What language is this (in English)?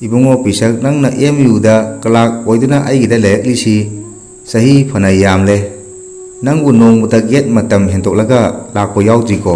Manipuri